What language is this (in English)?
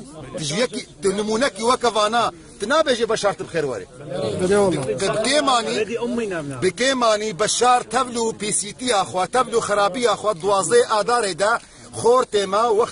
Kurdish